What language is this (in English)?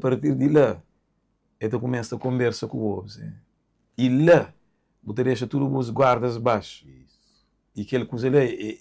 Kabuverdianu